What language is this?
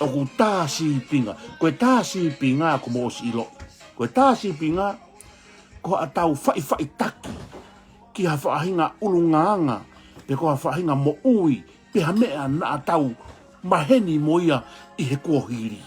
Tongan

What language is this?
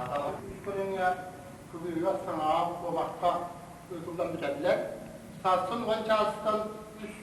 Yakut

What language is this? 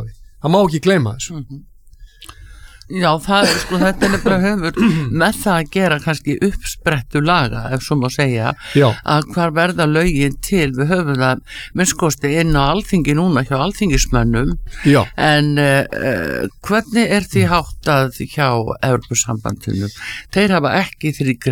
Icelandic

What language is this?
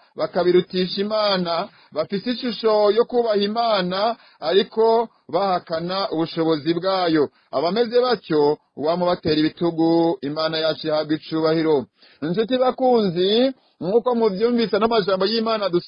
Rundi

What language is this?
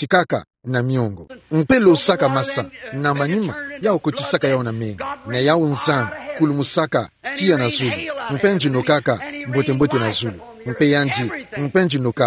Kituba (Democratic Republic of Congo)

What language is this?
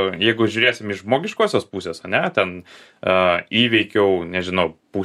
Lithuanian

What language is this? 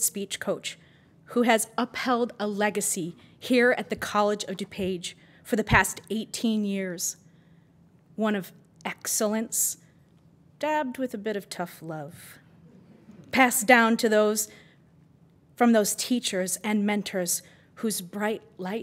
English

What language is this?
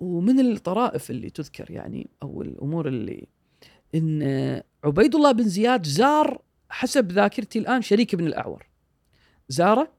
Gulf Arabic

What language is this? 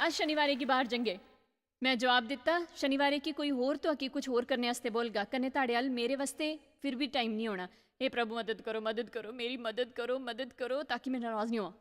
Dogri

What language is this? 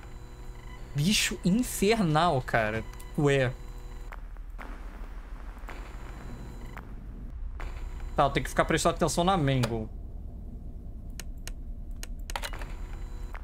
Portuguese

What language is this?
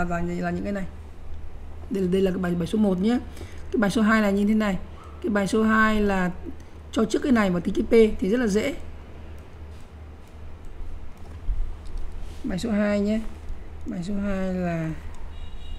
Vietnamese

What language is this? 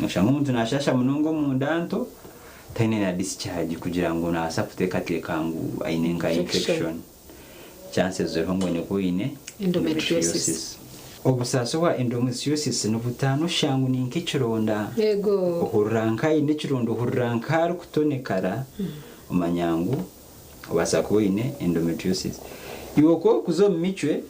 Nyankole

